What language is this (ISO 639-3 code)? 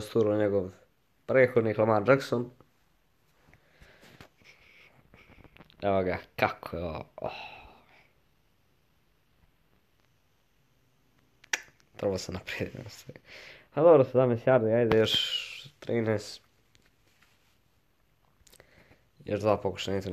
hrv